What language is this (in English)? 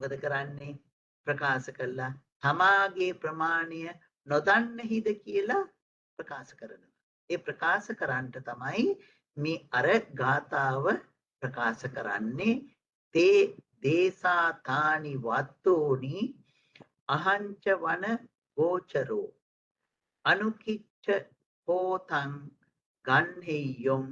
Sinhala